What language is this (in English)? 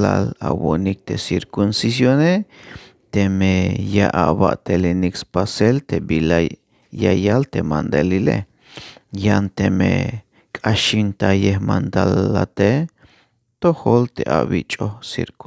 Tzeltal